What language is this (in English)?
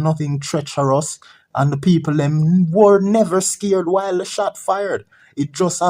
Jamaican Creole English